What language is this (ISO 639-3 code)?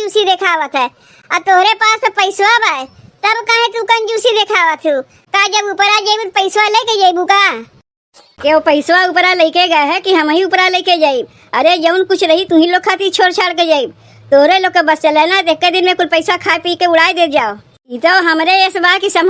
awa